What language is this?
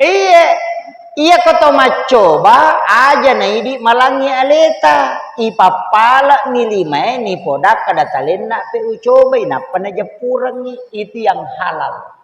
Buginese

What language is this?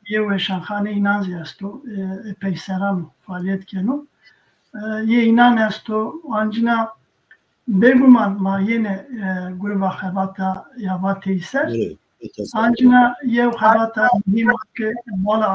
Zaza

